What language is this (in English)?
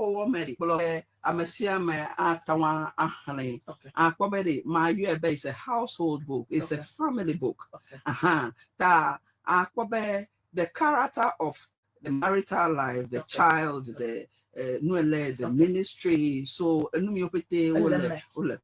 Ewe